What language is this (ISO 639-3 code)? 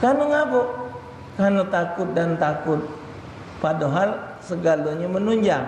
mui